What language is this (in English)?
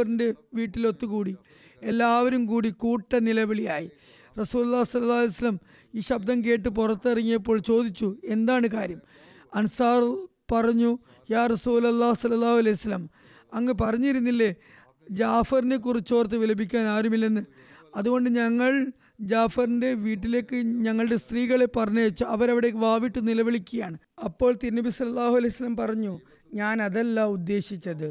Malayalam